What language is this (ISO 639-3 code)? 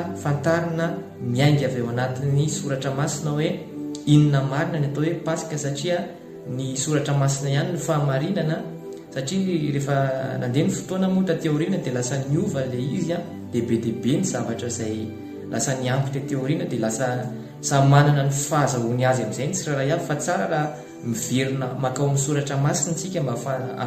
mlg